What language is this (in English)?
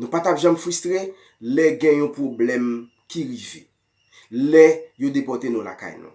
Haitian Creole